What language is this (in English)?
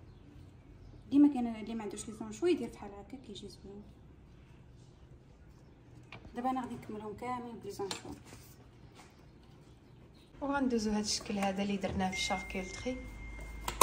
Moroccan Arabic